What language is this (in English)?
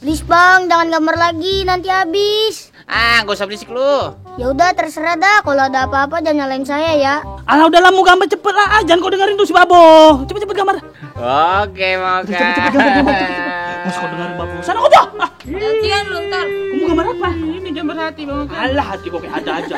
Betawi